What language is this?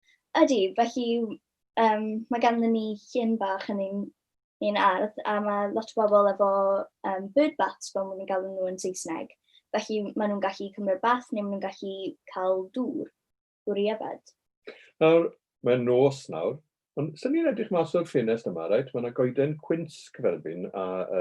Welsh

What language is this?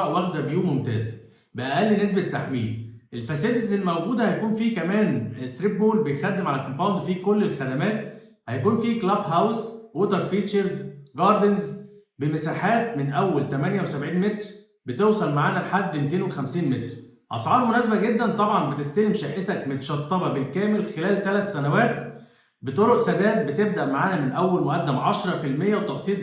Egyptian Arabic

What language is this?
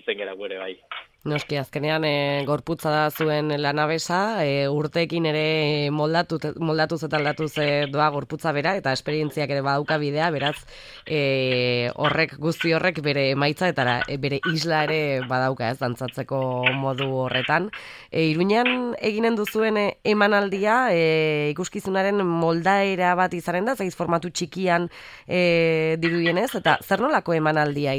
Basque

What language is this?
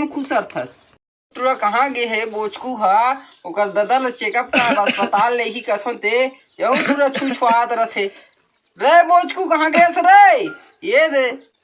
Chhattisgarhi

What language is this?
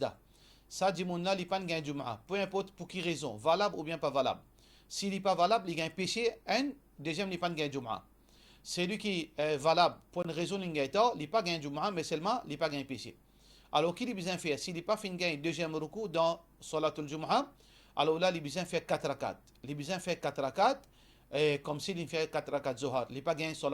Morisyen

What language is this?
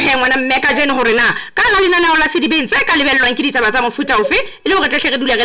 Southern Sotho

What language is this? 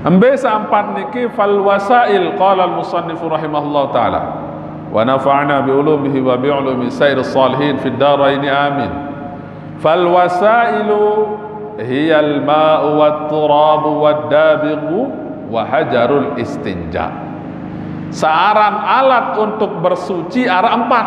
Sasak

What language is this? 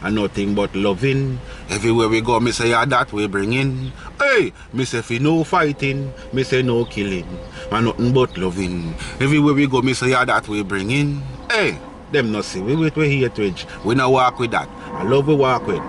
Jamaican Creole English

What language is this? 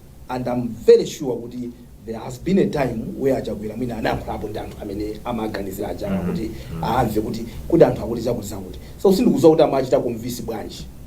Nyanja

